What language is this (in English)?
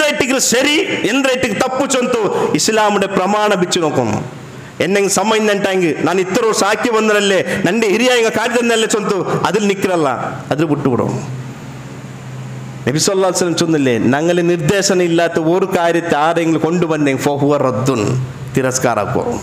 Malayalam